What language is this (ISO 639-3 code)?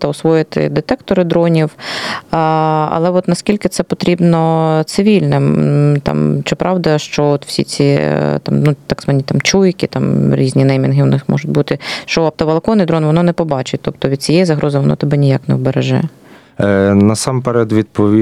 ukr